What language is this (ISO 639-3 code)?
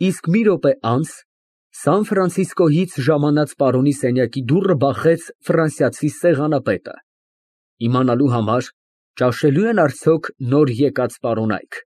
hye